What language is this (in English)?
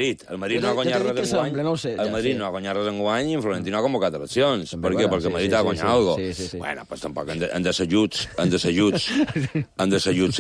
Catalan